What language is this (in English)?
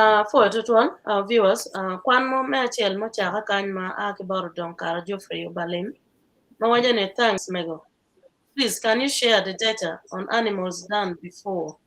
Acoli